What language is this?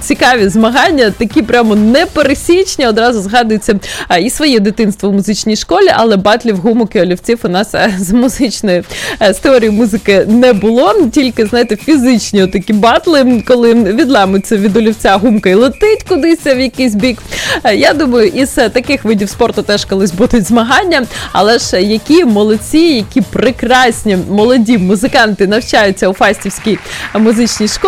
Ukrainian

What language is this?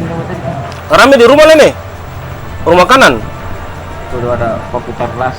Ambonese Malay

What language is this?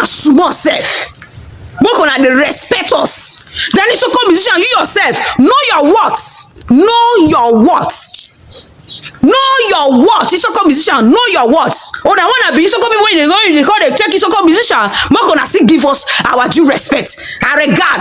Nigerian Pidgin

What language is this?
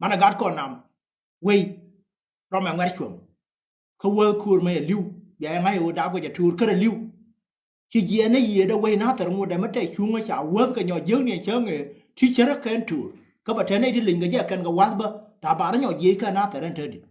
Nuer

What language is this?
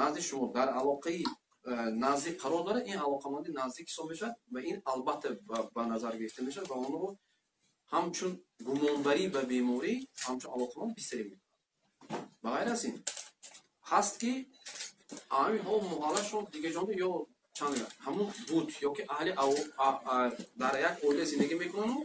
Tajik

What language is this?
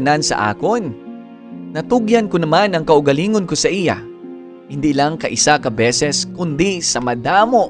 Hiligaynon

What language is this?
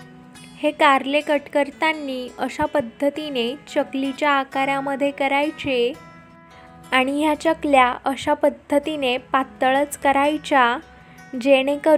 Marathi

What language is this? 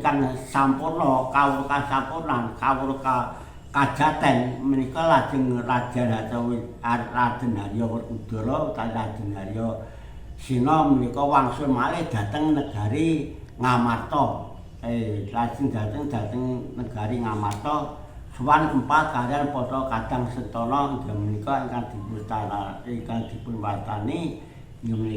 Javanese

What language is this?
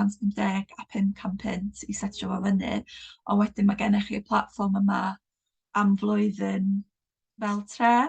Welsh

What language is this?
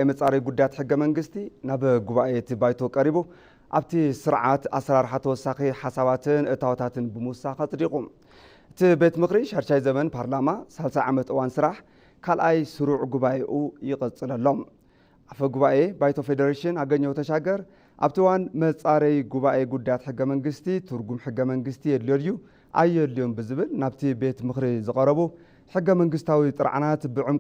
Tigrinya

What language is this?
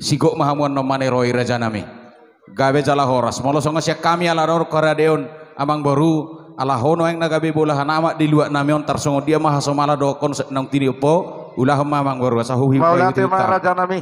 Batak Toba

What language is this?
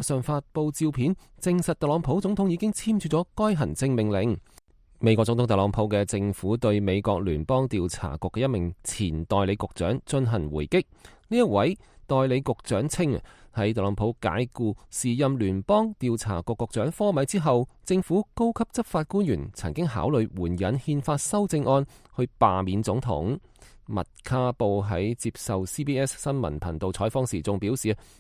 Cantonese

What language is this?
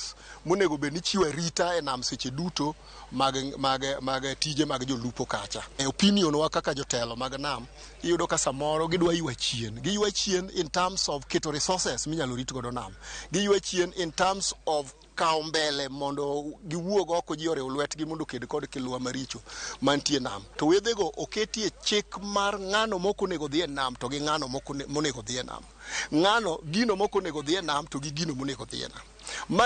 Luo (Kenya and Tanzania)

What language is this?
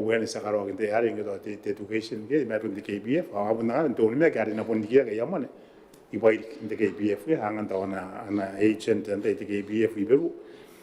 Gilbertese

